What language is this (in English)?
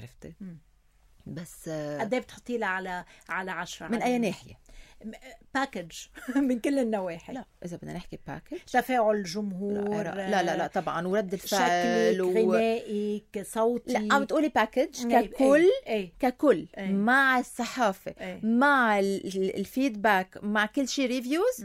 North Levantine Arabic